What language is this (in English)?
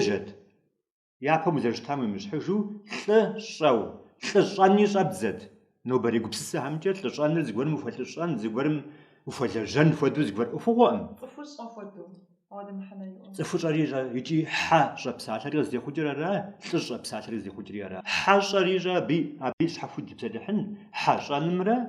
Kabardian